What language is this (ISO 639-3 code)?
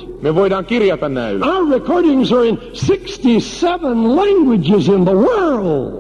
fin